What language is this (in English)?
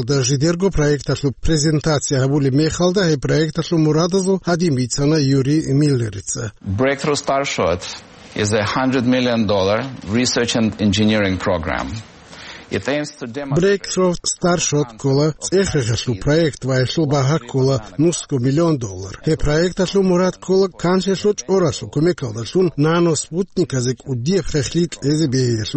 Avaric